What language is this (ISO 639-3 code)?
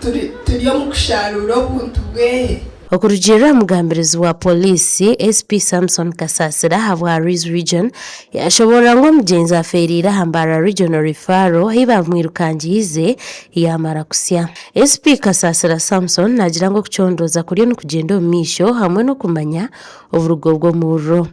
nyn